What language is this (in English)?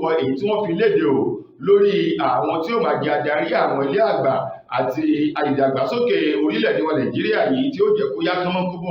Yoruba